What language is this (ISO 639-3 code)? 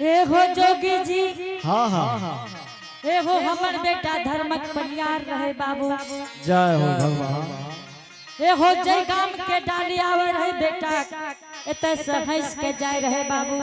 anp